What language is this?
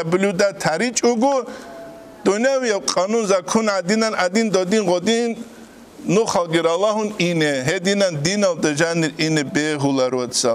Avaric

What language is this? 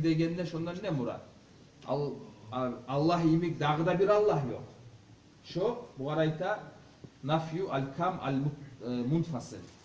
Kumyk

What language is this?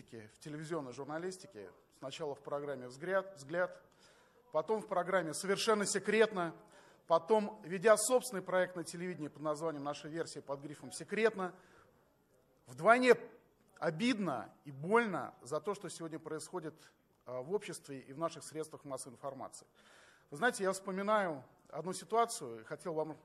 Russian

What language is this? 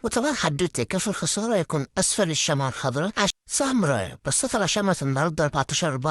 Egyptian Arabic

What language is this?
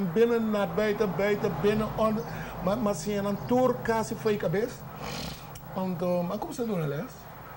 Papiamento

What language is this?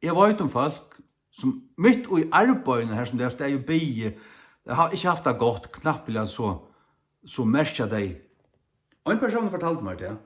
Faroese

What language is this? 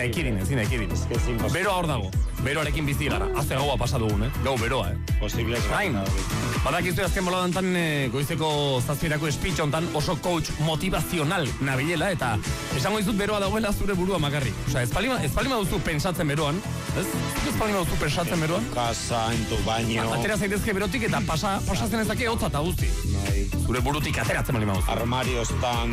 Basque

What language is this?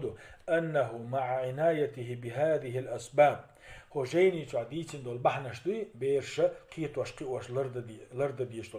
Chechen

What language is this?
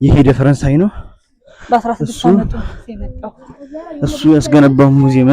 Amharic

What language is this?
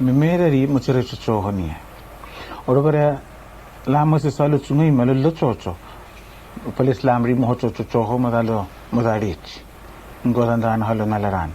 Araki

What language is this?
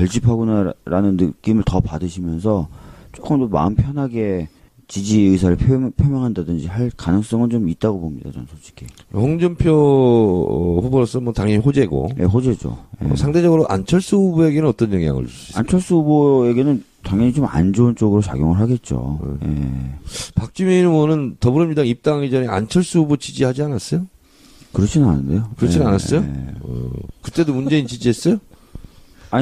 Korean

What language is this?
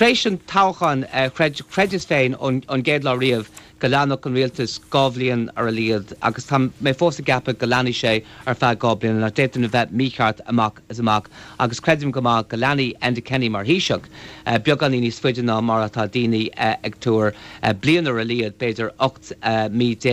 Irish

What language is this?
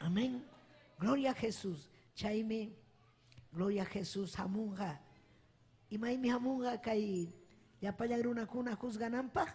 Ayacucho Quechua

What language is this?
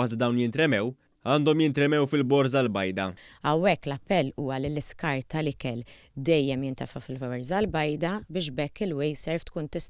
Maltese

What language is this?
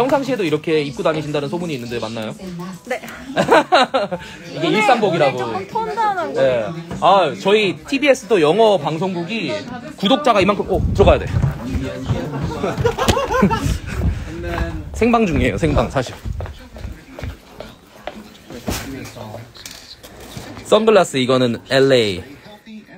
Korean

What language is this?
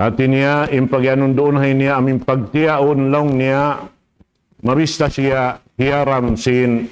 Tausug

